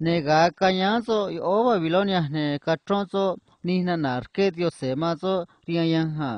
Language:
Copala Triqui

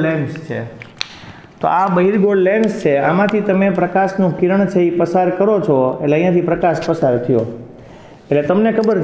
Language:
Gujarati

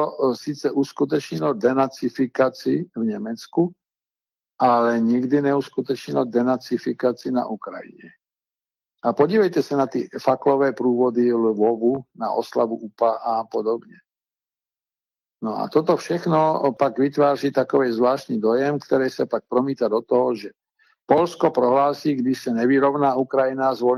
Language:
Czech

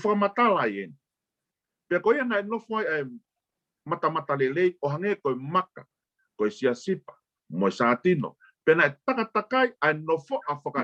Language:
Tongan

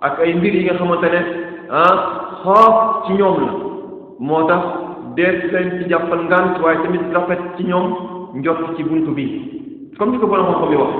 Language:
Wolof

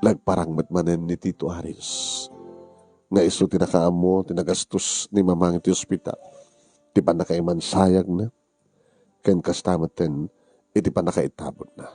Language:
Iloko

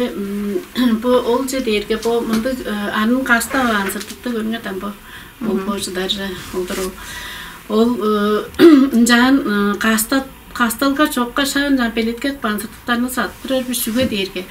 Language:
Tuvinian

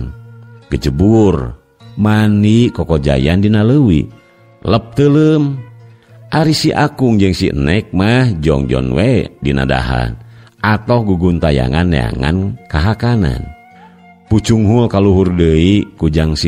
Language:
Sundanese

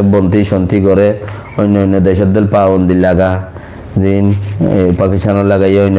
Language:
Rohingya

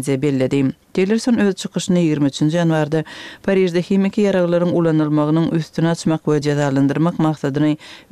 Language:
Turkmen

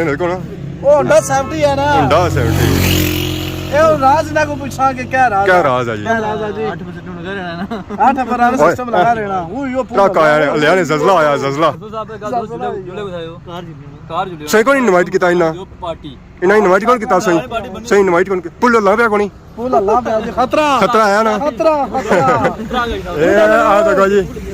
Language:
Pahari-Potwari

